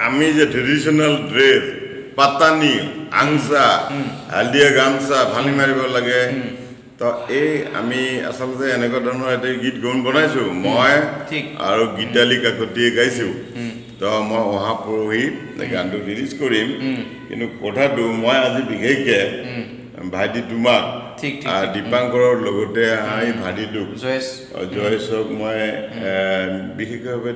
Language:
Assamese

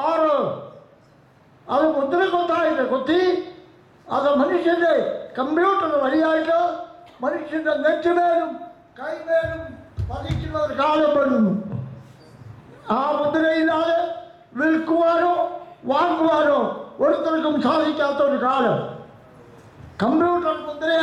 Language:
Malayalam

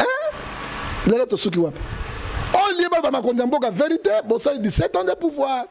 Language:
Lingala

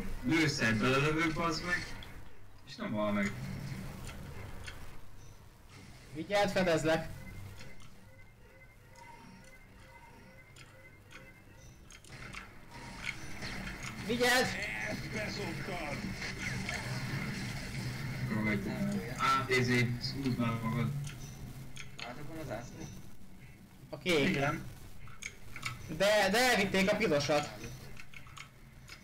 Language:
Hungarian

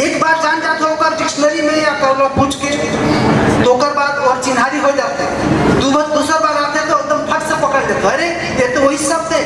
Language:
Chhattisgarhi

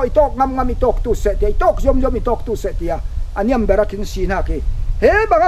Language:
Falam Chin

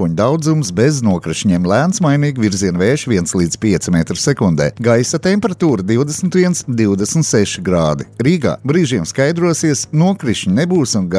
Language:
Latvian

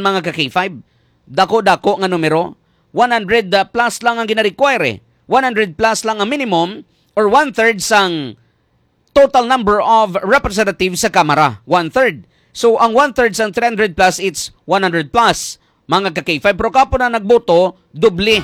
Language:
Hiligaynon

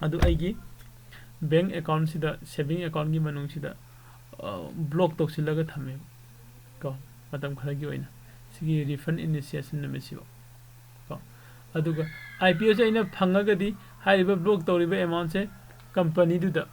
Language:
Manipuri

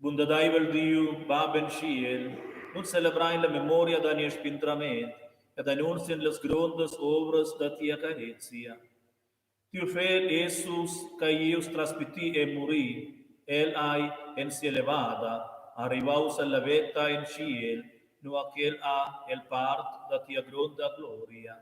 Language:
Romansh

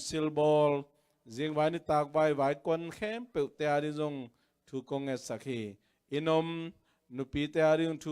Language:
Tedim Chin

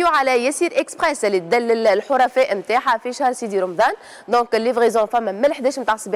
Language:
Tunisian Arabic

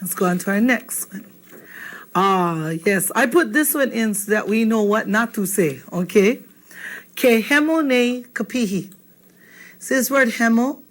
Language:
Hawaiian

